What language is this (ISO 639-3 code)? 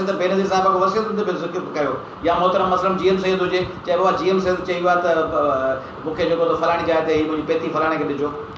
snd